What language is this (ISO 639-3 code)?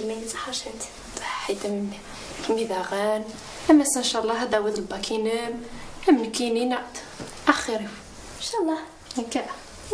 kab